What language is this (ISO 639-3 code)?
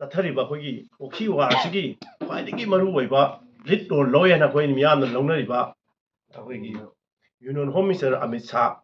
mni